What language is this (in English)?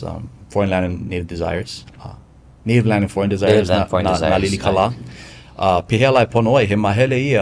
Hawaiian